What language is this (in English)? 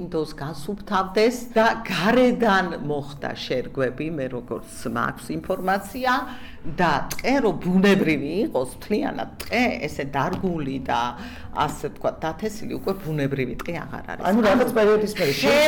Georgian